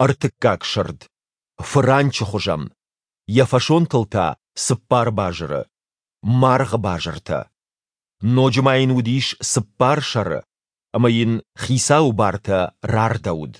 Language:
Ossetic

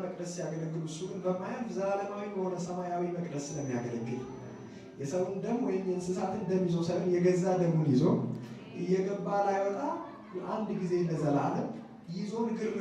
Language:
Amharic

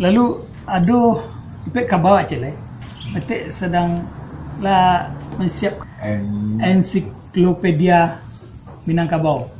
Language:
Minangkabau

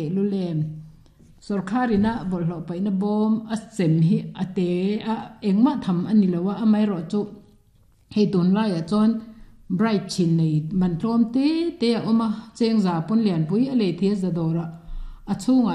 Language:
Mizo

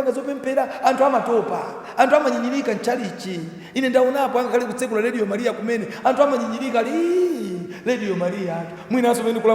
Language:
Nyanja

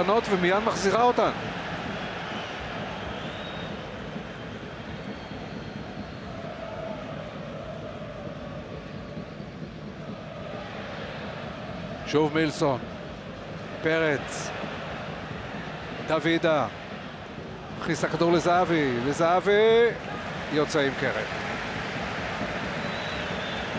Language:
Hebrew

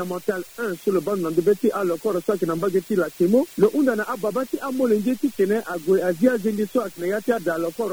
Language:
Sango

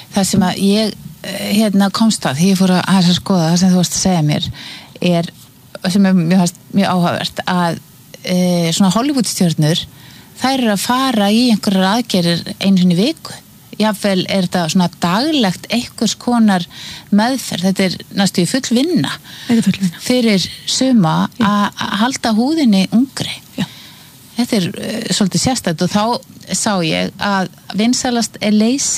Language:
Icelandic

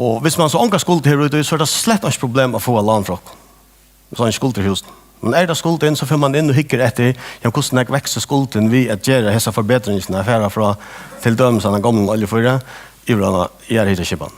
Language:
Faroese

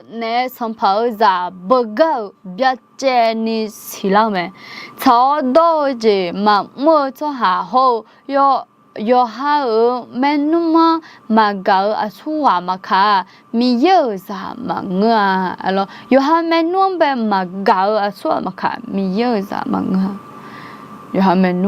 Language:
Akha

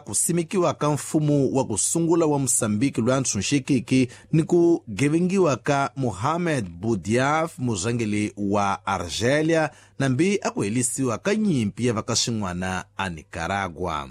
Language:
Tsonga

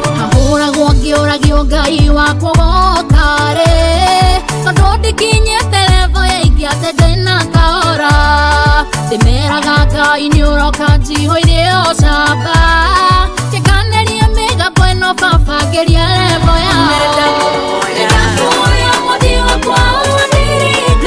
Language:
Kikuyu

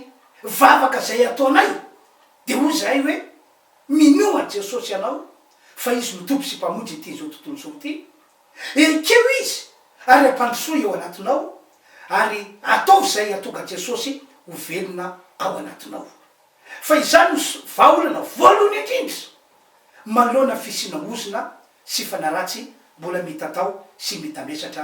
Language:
Malagasy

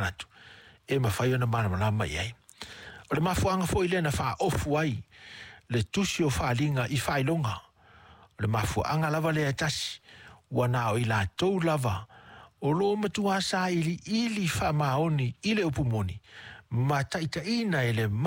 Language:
Samoan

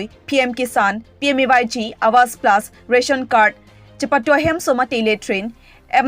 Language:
Karbi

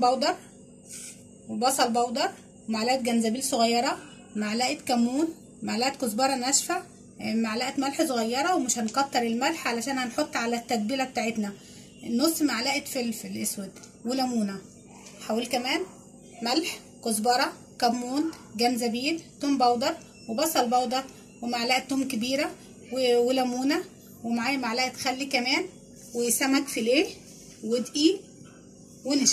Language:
Egyptian Arabic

